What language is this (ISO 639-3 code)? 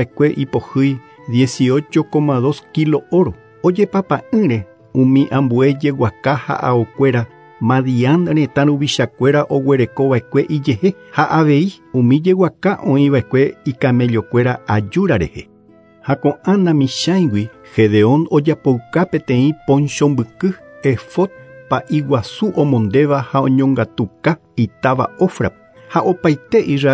grn